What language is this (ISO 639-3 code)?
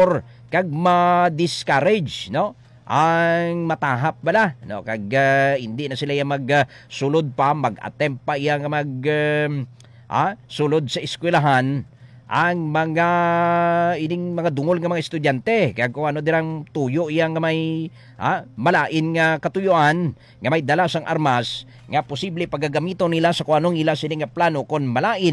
hil